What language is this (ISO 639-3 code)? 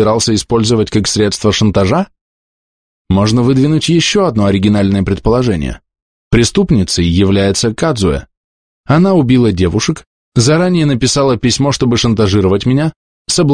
rus